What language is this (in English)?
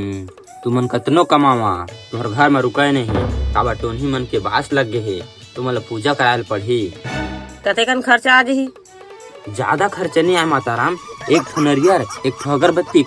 Chhattisgarhi